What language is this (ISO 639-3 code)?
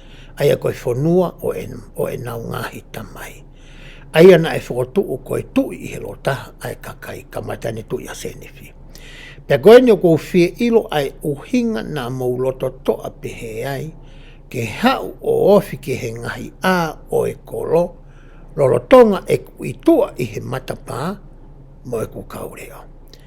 ton